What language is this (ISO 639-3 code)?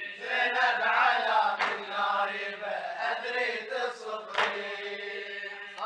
ara